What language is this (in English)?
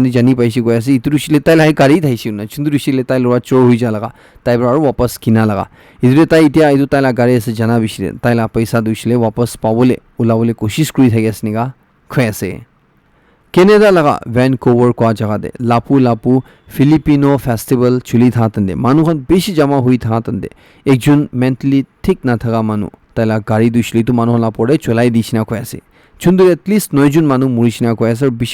Naga Pidgin